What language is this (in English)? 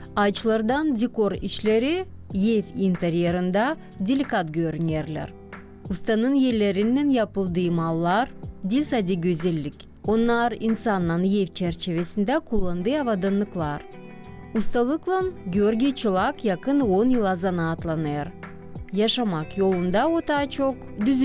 Gagauz